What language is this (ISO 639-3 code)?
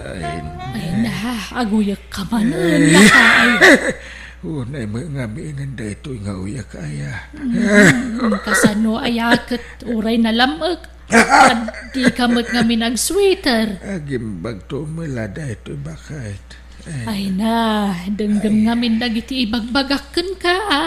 ilo